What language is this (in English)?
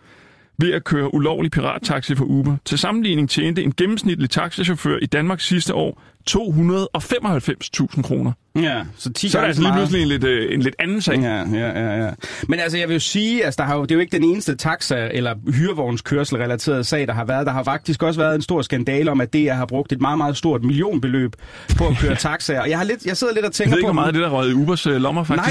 Danish